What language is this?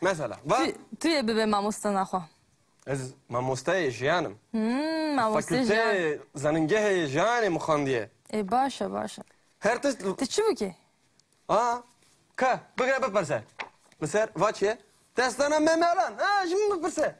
Kurdish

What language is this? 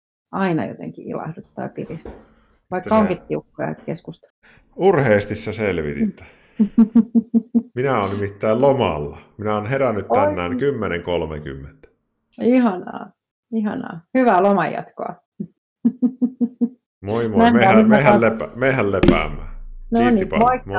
Finnish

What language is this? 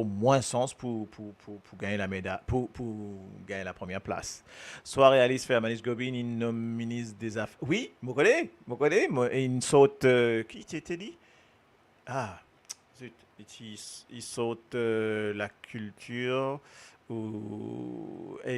Morisyen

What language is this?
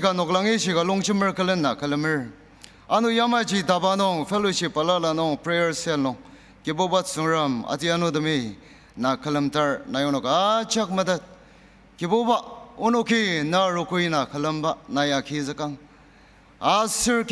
Ao Naga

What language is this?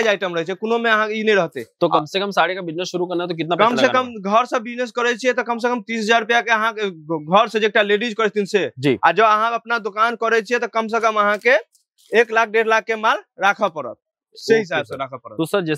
Maithili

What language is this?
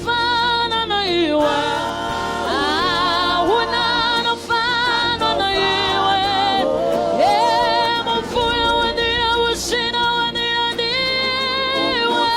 Venda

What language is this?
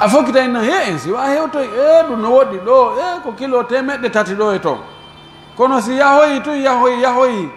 Pular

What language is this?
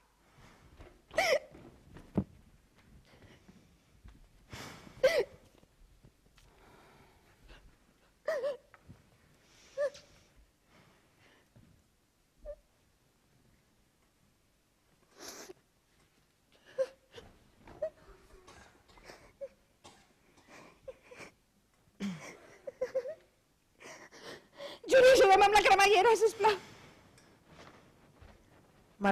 Catalan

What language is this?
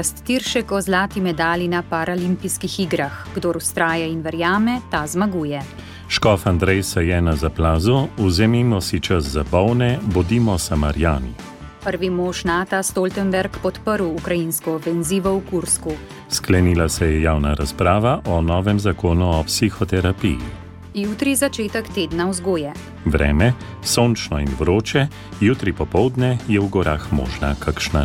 Slovenian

